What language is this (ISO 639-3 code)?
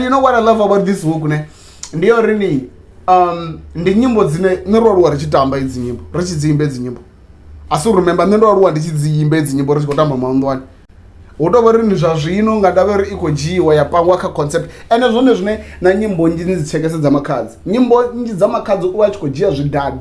ven